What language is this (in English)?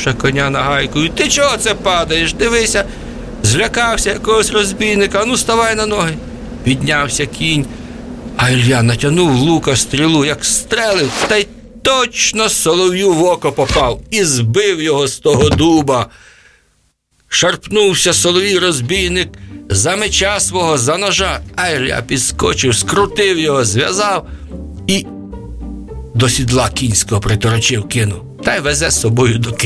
Ukrainian